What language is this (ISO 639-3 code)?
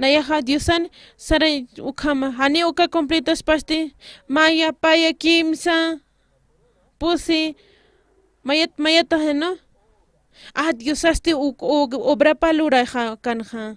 aym